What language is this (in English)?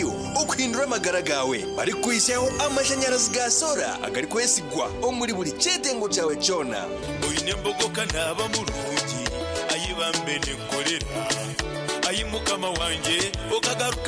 Nyankole